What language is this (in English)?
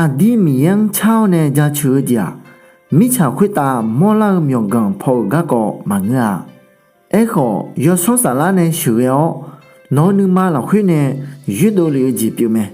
Akha